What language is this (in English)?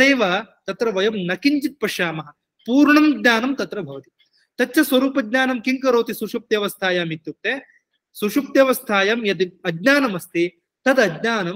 Sanskrit